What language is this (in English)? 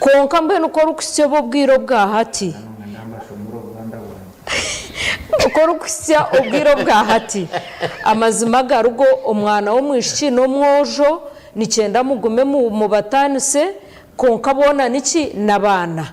Nyankole